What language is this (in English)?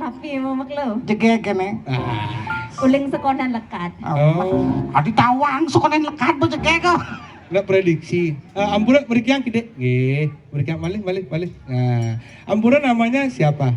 Balinese